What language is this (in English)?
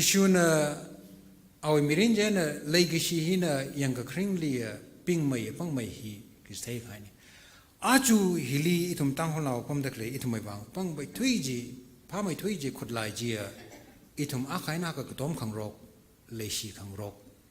Tangkhul Naga (India)